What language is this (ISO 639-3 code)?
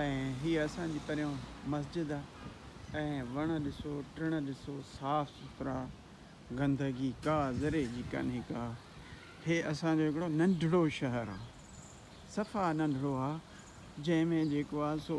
snd